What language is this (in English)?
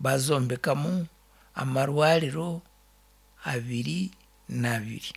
Nyankole